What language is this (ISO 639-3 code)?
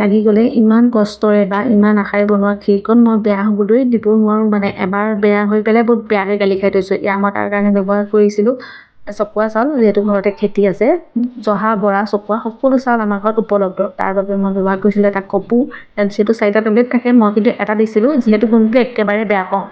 asm